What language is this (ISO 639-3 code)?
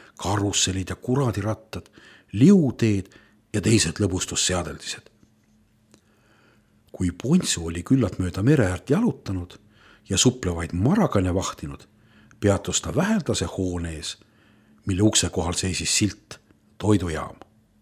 est